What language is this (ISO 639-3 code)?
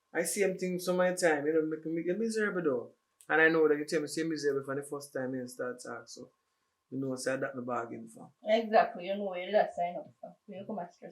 jam